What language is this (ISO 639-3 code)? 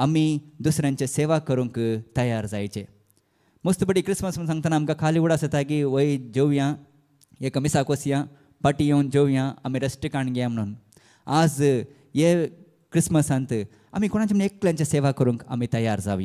kok